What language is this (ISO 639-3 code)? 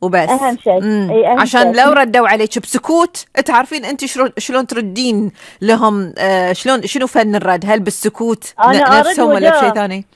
afb